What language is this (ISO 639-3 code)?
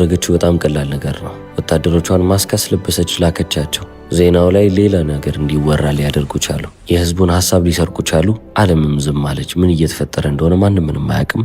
amh